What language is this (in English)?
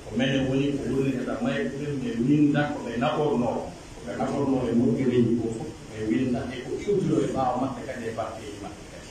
Pular